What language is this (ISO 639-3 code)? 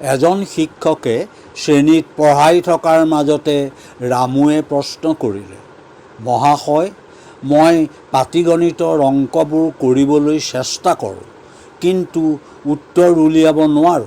asm